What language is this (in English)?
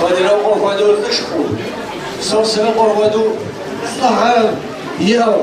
Kabardian